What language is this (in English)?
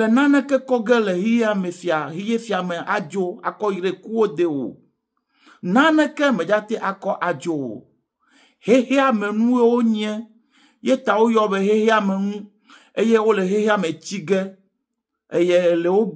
Ewe